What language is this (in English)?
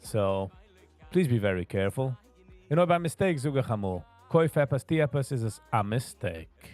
Yiddish